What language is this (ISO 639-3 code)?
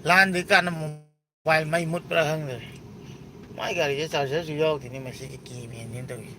mni